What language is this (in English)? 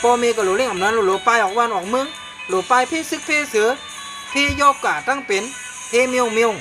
Shan